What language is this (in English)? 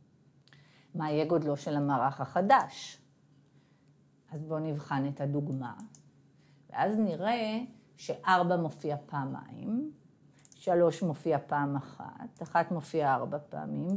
Hebrew